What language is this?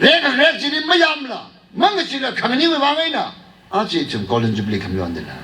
Tangkhul Naga (India)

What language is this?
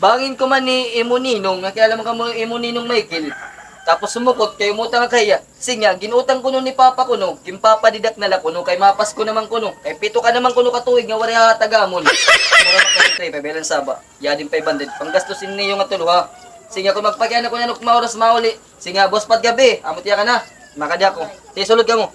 Waray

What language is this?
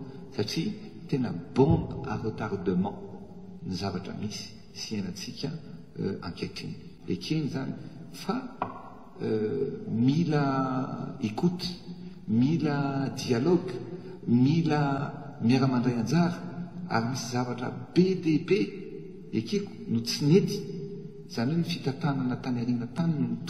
Malagasy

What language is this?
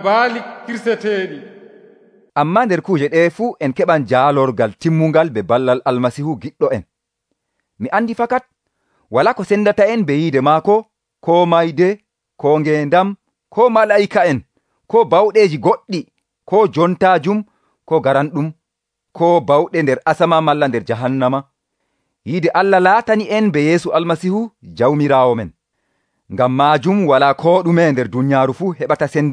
Nigerian Fulfulde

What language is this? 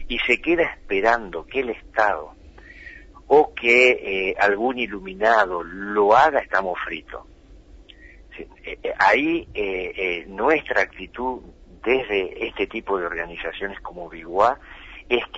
Spanish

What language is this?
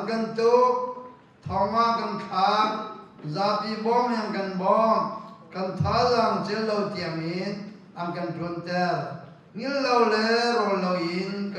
Hakha Chin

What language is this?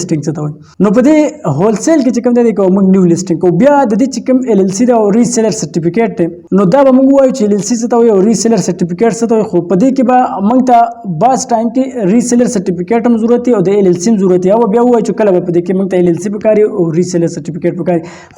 Pashto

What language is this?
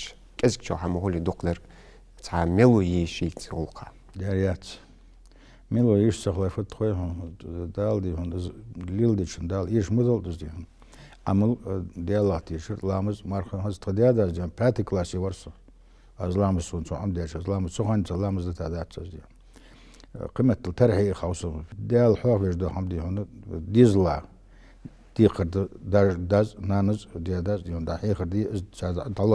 Ingush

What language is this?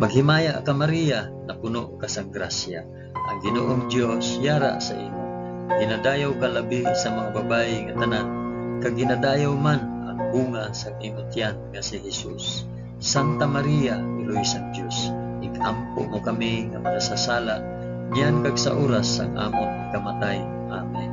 Hiligaynon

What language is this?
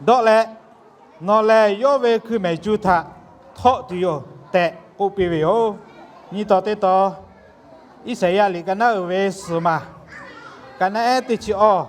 Lahu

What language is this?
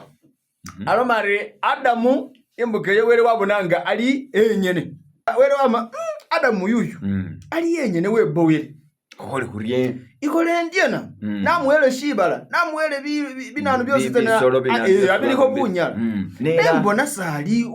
Masaaba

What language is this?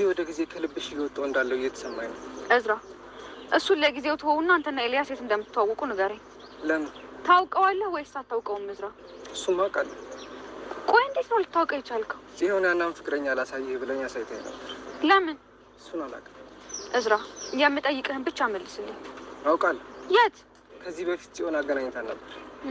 Amharic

